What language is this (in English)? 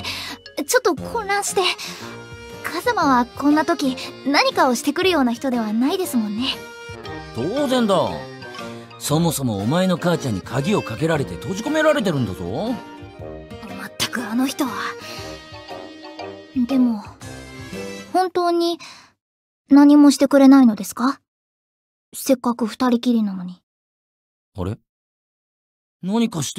Japanese